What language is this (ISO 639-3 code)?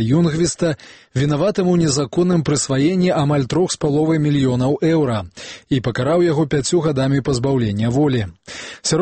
bel